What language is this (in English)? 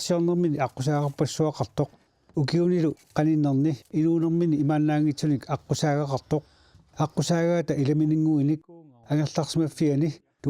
Kalaallisut